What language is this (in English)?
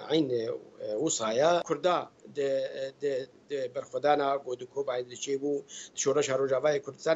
Kurdish